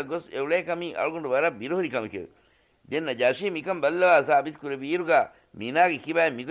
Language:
Divehi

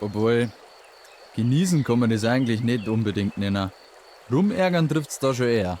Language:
Bavarian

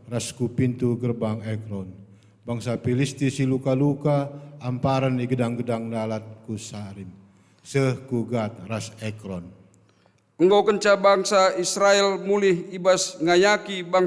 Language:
Batak Karo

